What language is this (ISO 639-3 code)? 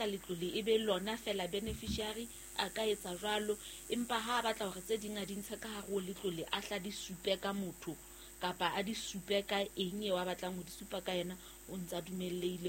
sot